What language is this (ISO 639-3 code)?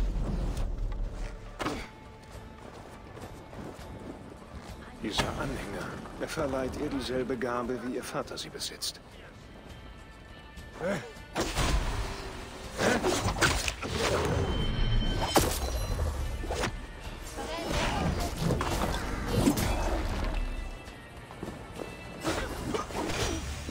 deu